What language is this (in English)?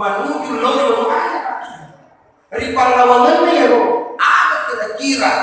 Buginese